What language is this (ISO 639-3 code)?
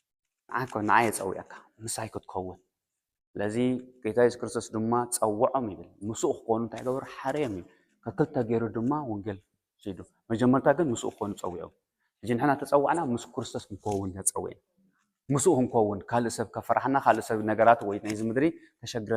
tir